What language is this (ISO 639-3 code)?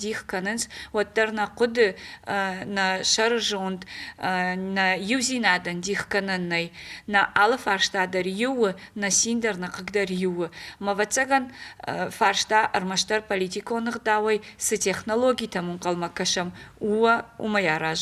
oss